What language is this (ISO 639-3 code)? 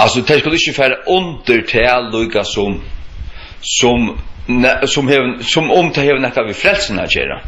fao